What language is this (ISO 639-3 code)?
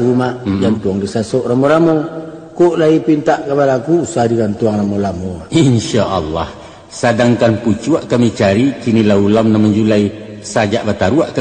min